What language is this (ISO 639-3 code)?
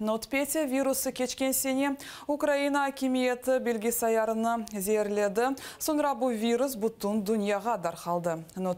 crh